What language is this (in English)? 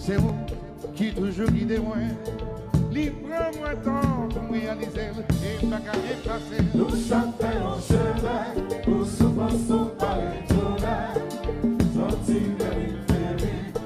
Haitian Creole